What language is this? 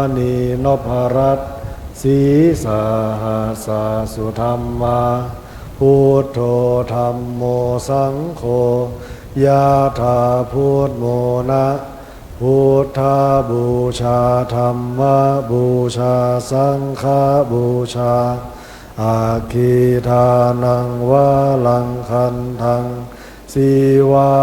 Pali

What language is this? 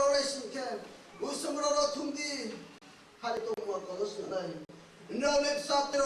Riang (India)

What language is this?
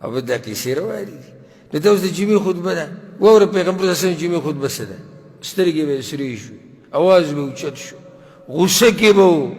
Pashto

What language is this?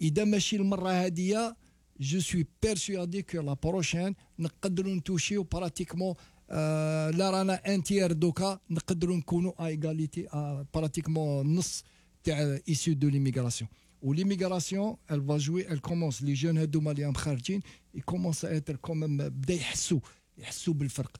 Algerian Arabic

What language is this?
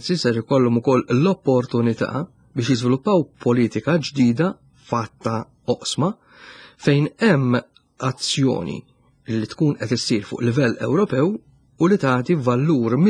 Maltese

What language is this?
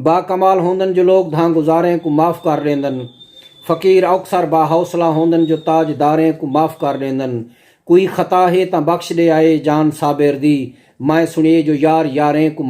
Saraiki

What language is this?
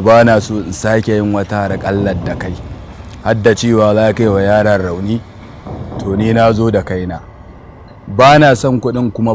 Hausa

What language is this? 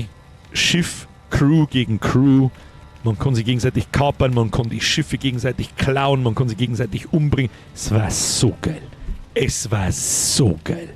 Bavarian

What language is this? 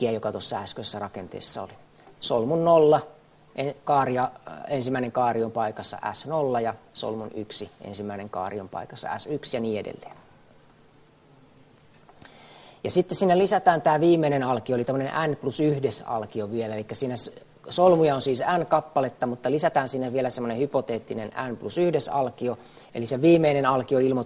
Finnish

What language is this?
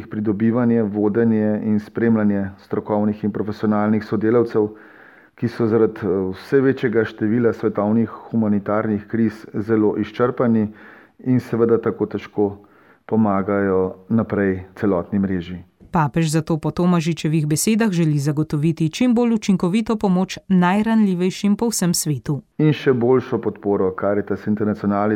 Slovenian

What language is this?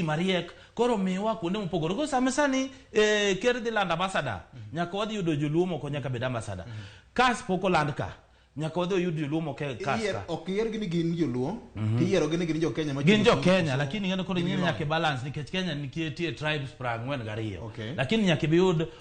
Luo (Kenya and Tanzania)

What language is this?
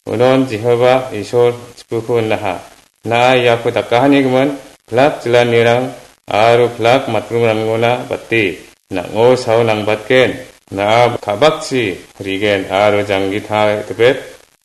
Garo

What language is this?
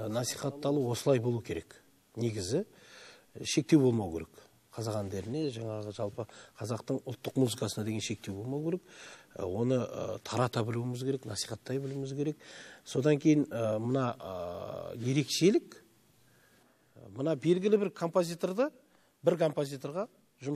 Kazakh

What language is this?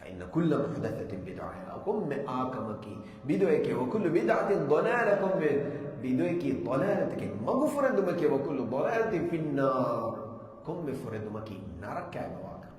Divehi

